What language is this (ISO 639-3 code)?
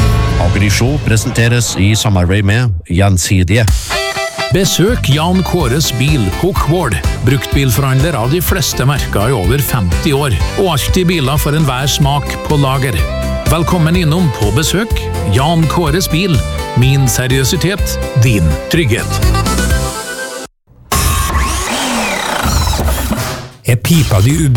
nor